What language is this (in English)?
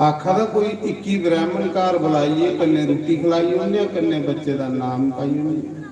Dogri